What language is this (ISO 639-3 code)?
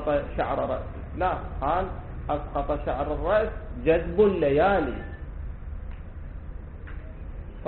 ara